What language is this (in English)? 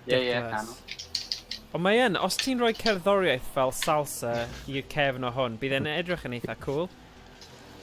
Welsh